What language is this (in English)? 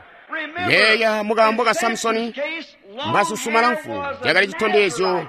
Tonga (Zambia)